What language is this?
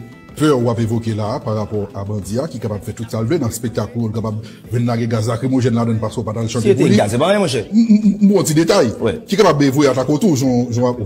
Haitian Creole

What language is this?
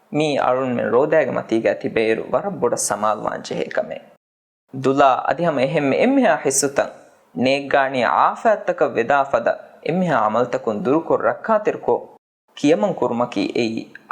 Divehi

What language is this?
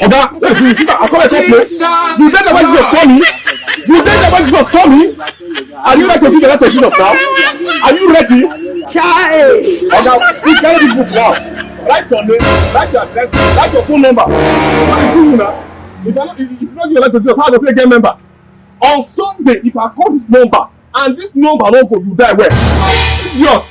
Nigerian Pidgin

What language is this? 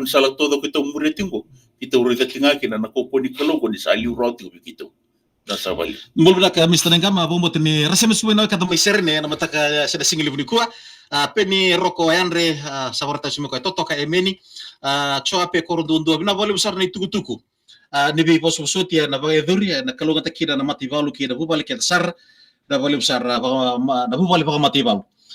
Fijian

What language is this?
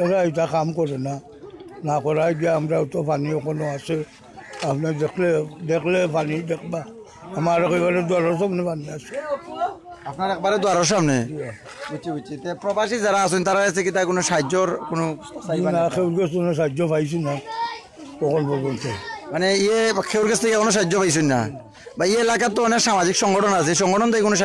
Sylheti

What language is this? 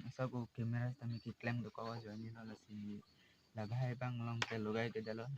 Karbi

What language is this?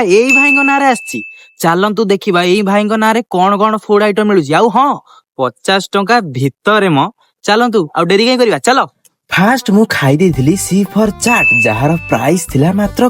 Odia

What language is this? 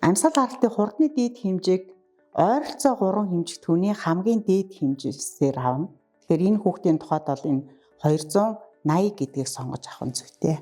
Mongolian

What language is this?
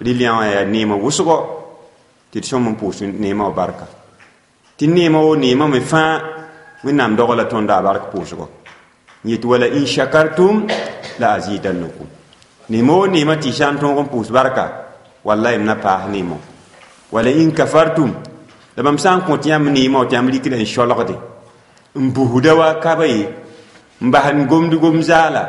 Mossi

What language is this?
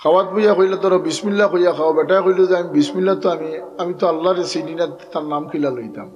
Sylheti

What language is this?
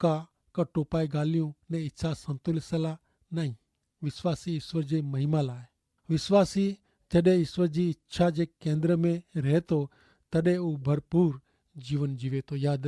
Kachhi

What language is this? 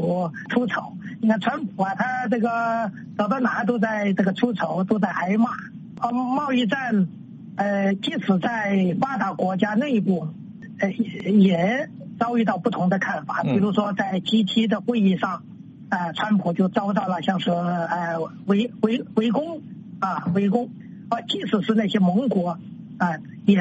Chinese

